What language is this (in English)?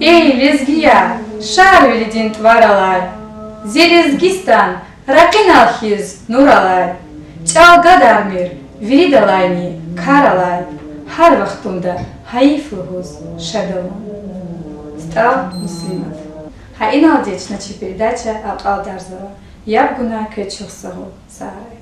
Lezghian